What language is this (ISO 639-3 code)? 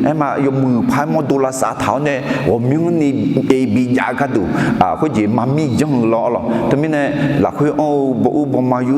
ahk